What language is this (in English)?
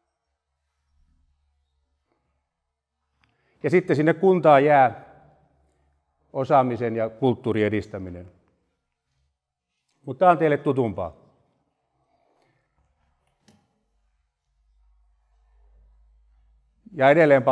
Finnish